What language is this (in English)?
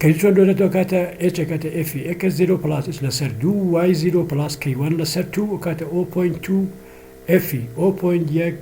Central Kurdish